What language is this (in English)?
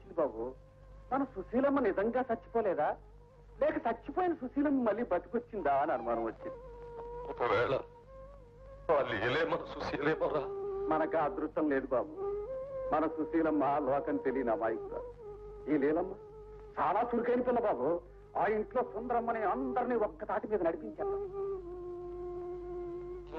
Telugu